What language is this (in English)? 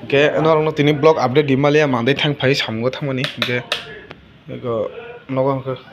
Kok Borok